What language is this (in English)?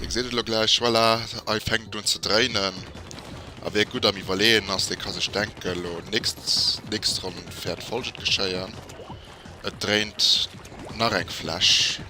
Luxembourgish